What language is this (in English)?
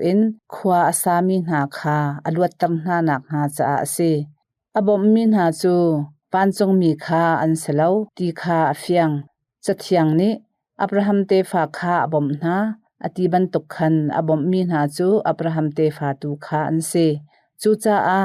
Hakha Chin